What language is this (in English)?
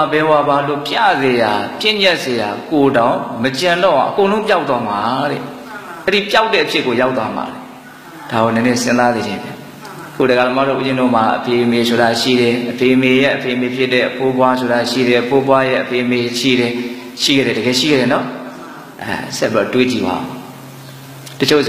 Burmese